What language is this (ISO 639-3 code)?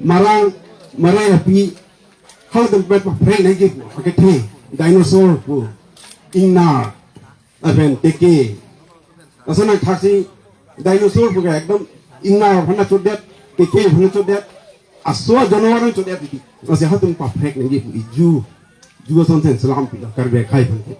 mjw